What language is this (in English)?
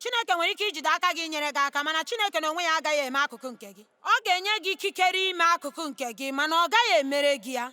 Igbo